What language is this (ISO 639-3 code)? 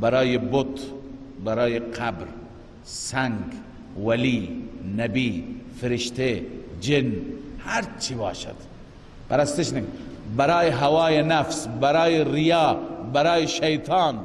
fas